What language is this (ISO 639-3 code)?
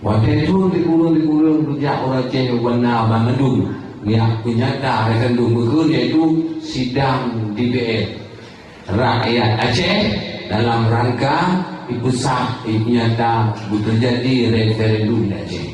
ace